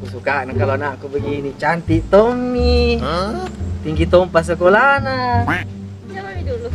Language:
Buginese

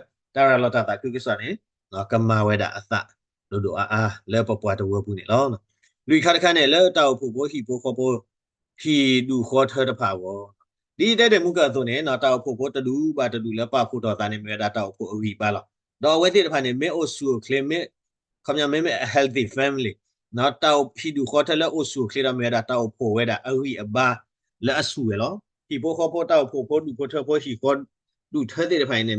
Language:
S'gaw Karen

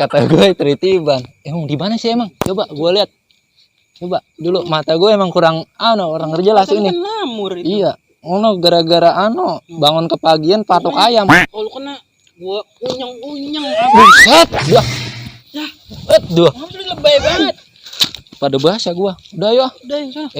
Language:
Betawi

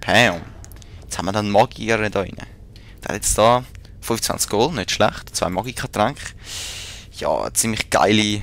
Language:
Swiss German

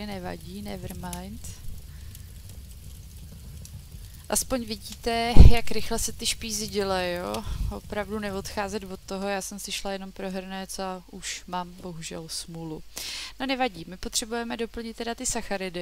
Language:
Czech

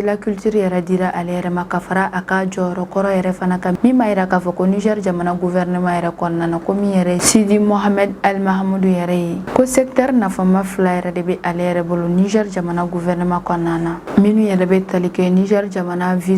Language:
Bambara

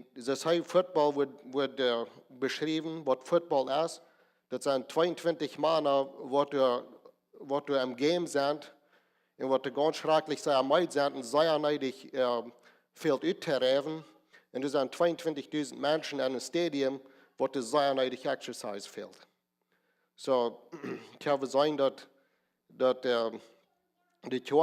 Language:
Plautdietsch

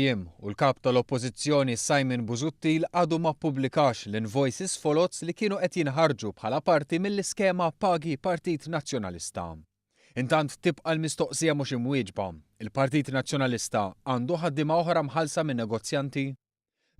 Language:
Maltese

